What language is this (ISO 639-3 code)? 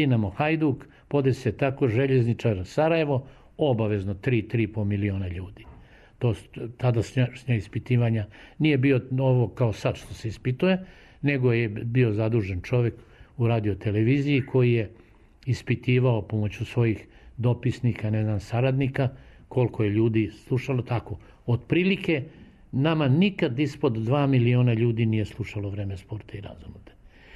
srp